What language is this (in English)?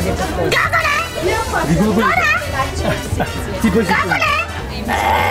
Romanian